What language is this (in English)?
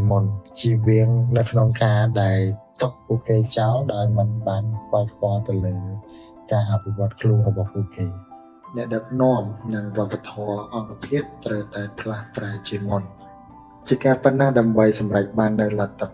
Khmer